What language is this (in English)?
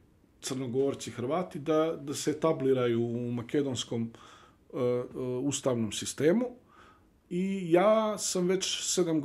Bosnian